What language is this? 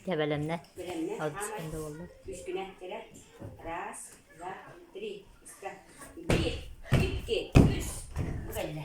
Yakut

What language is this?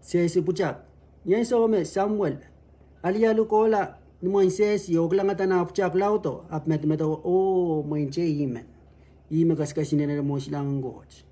Pohnpeian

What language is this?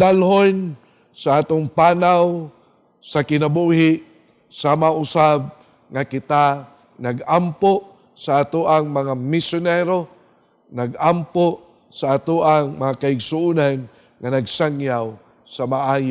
Cebuano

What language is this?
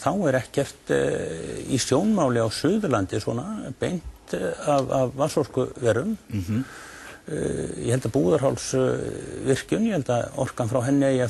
Icelandic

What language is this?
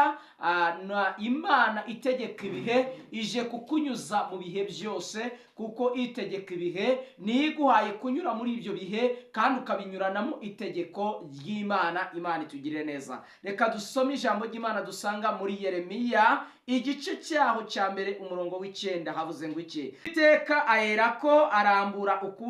Kinyarwanda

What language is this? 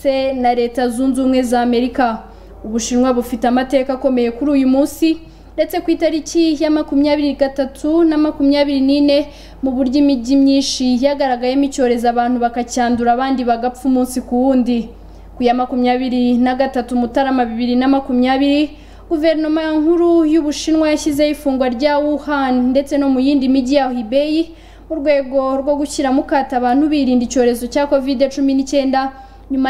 Kinyarwanda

